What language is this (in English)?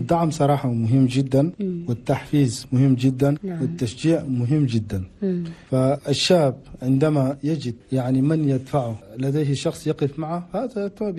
Chadian Arabic